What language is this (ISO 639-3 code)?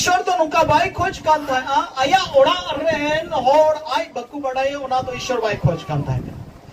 sat